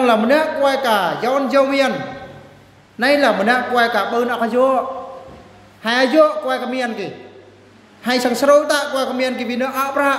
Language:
Eastern Bru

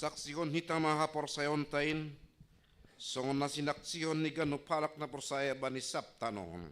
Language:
Batak Simalungun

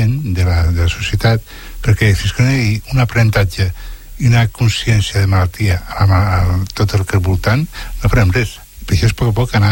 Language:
Catalan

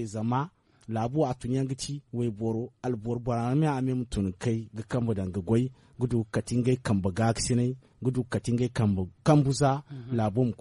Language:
Zarma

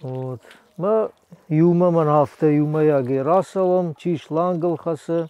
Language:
Ossetic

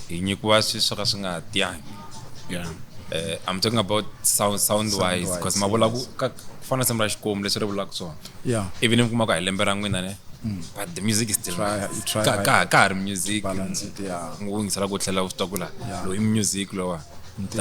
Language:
Tsonga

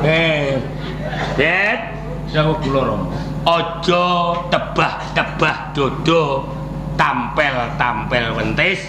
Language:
Javanese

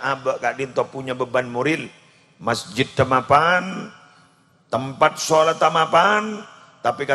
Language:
Madurese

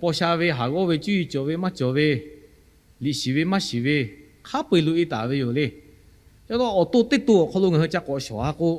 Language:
Lahu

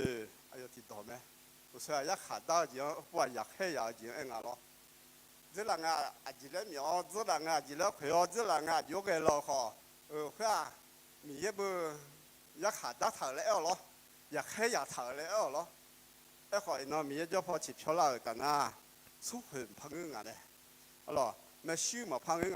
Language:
Akha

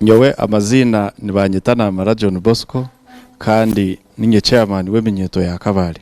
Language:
Nyankole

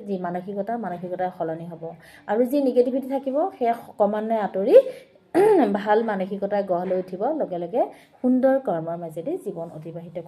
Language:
Assamese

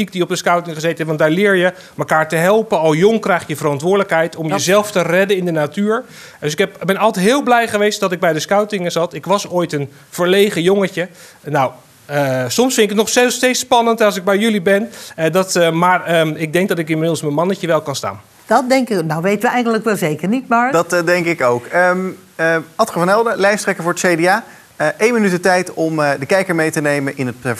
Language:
Dutch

